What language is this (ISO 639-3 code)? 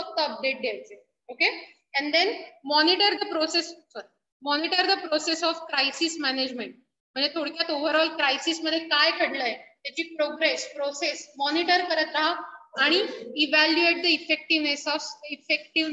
mar